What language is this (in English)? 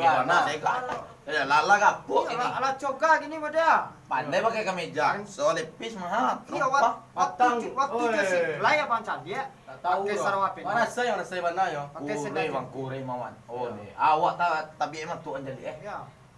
Minangkabau